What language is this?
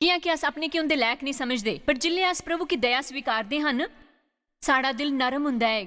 Dogri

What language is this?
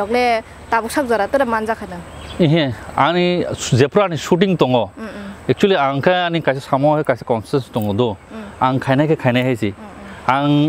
Kok Borok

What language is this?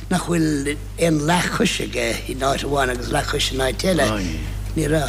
Irish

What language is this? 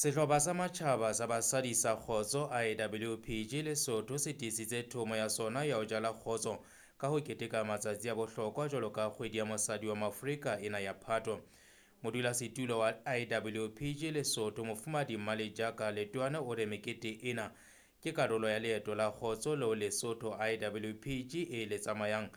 Southern Sotho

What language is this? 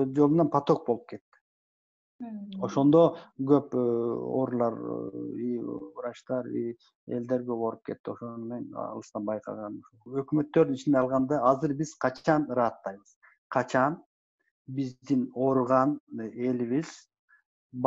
Kyrgyz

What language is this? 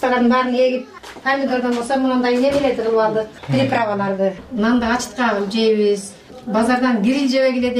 Kyrgyz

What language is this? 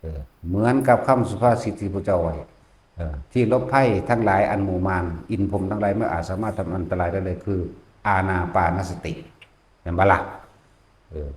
Northeastern Thai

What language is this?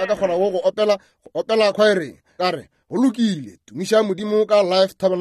Northern Sotho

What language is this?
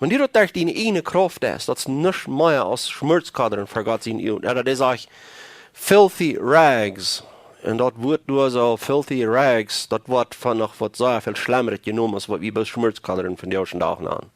Plautdietsch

